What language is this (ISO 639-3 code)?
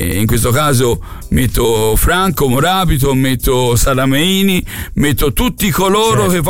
ita